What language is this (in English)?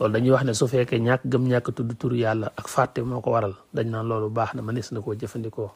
Wolof